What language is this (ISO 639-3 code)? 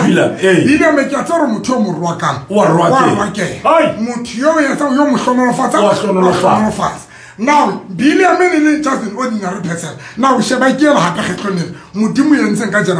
sot